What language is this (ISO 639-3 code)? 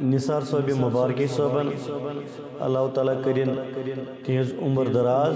kas